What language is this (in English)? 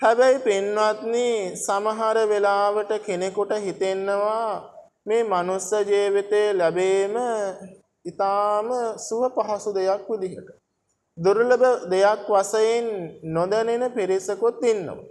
Sinhala